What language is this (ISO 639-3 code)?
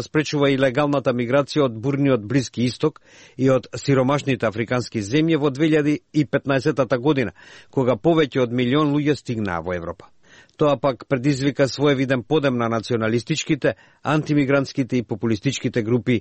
mkd